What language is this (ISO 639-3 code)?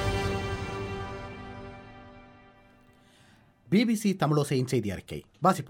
tam